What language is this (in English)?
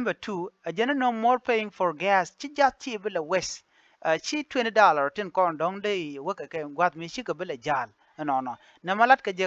Nuer